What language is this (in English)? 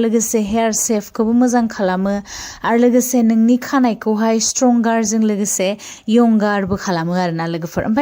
Bodo